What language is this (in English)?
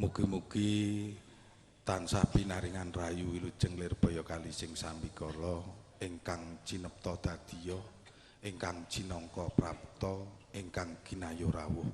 Javanese